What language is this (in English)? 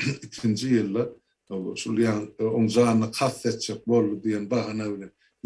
Turkmen